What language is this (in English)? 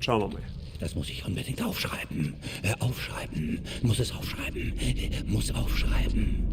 Bavarian